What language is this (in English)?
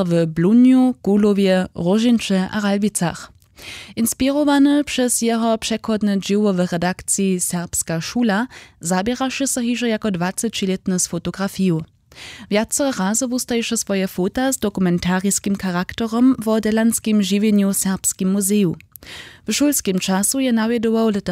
Upper Sorbian